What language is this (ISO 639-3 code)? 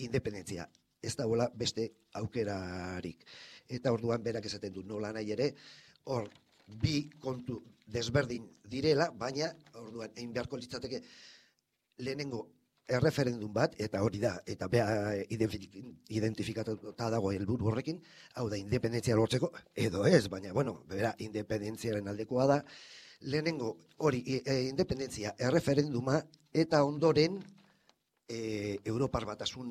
eus